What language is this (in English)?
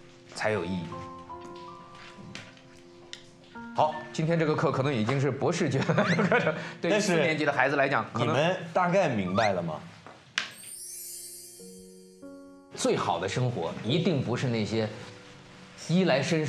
Chinese